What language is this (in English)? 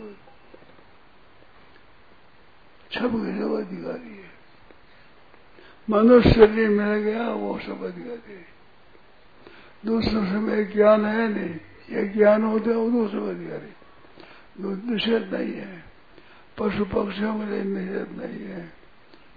Hindi